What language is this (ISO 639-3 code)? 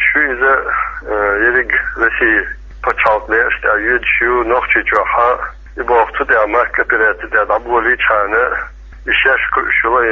che